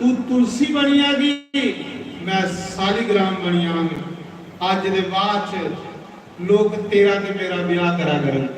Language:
Dogri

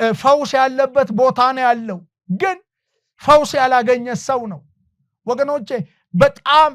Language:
Amharic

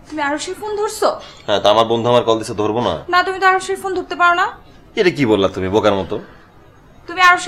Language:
Bangla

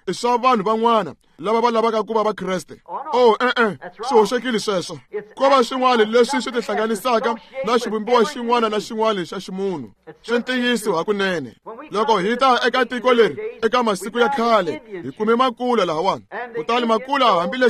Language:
Tsonga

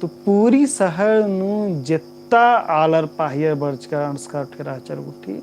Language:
Kurukh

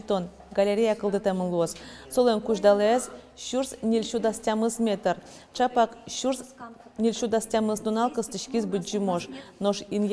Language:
Udmurt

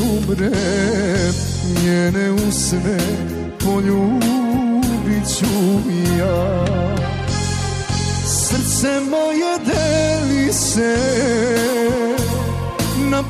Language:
Serbian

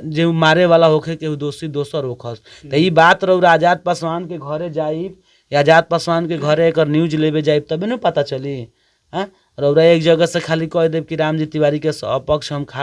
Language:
Bhojpuri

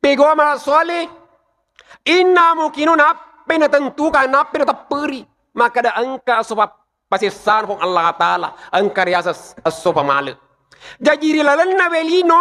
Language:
Buginese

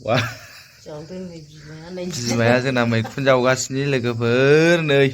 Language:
Bodo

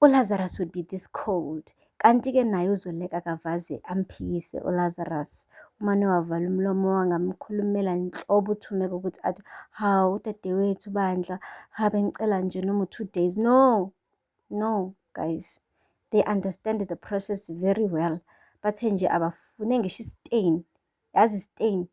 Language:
Zulu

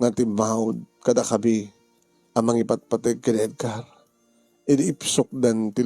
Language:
Iloko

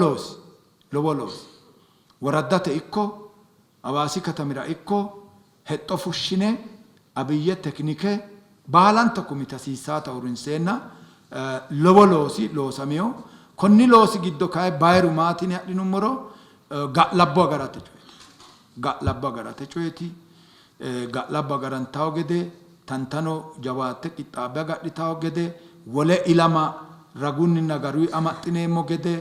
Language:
Sidamo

